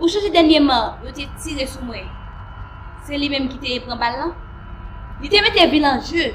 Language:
Haitian Creole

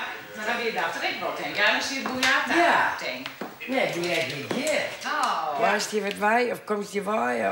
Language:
Western Frisian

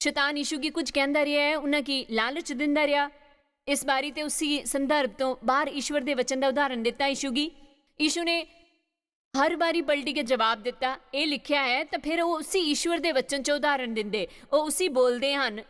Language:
Dogri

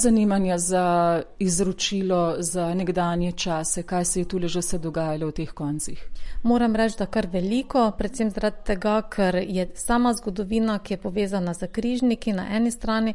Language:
Slovenian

